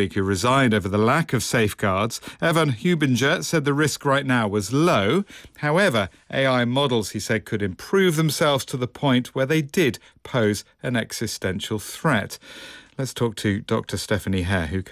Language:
English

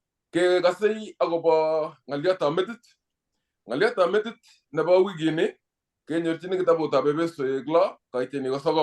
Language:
Kalenjin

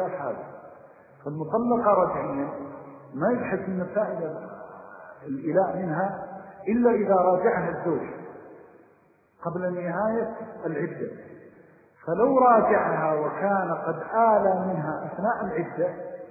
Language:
Arabic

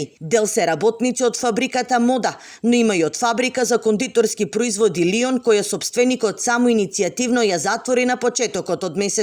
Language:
Macedonian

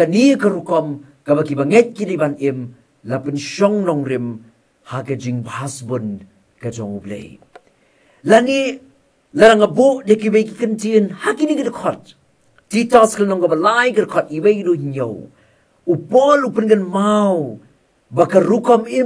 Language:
Khasi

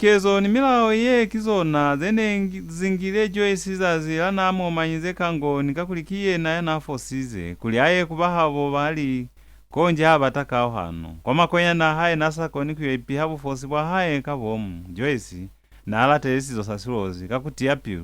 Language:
Lozi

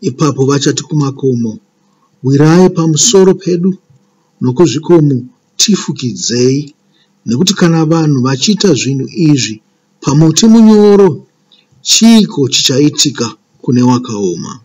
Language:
Shona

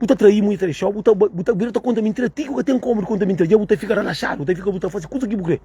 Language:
Kabuverdianu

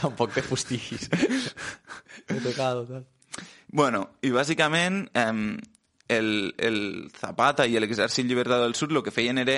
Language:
Catalan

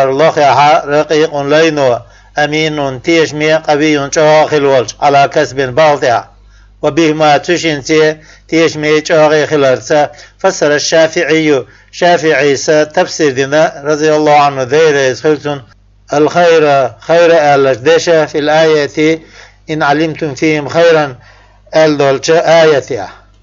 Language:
Chechen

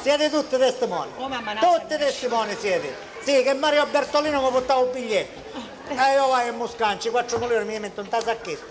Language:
Sicilian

